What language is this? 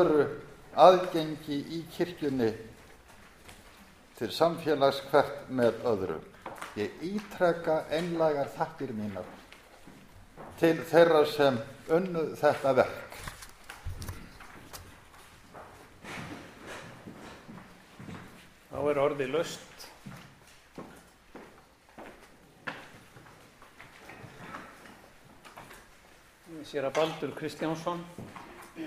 Icelandic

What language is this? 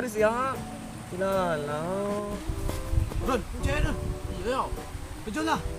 Minangkabau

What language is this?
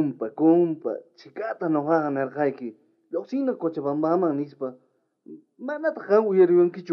South Bolivian Quechua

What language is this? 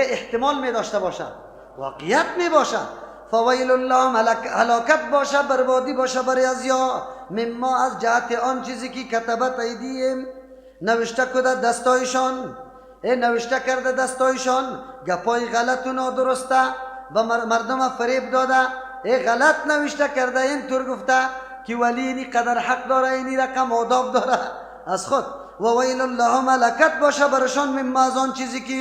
Persian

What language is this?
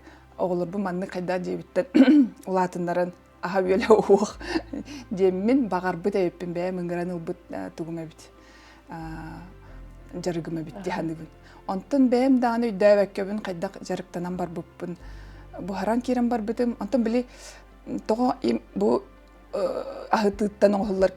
Yakut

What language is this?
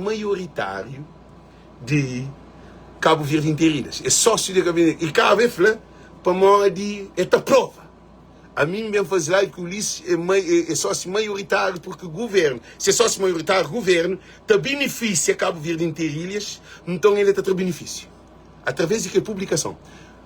Kabuverdianu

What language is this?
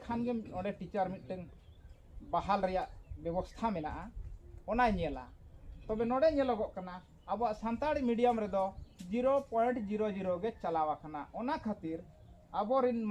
Santali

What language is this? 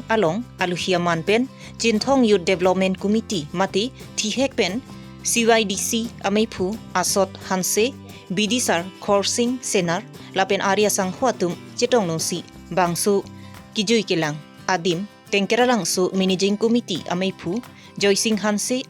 Karbi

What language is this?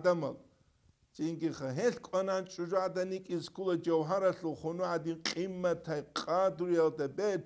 Avaric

